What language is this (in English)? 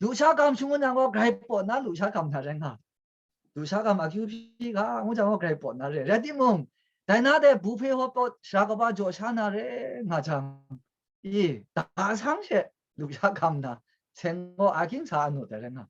Kachin